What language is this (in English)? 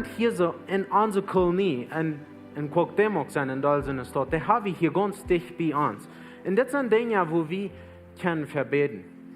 Plautdietsch